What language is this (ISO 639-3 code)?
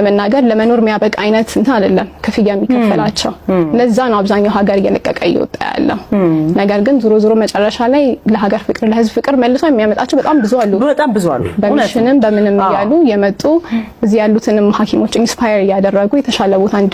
amh